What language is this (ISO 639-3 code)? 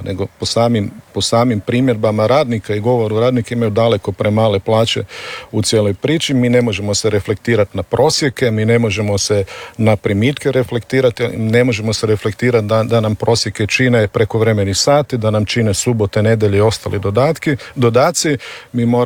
hrv